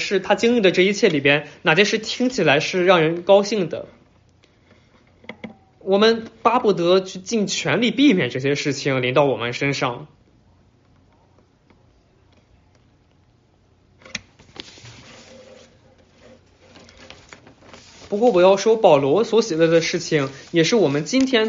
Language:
Chinese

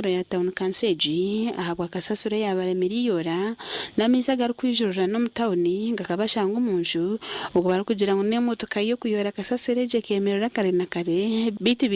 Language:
Nyankole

